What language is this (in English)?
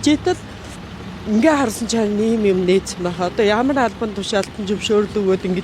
Mongolian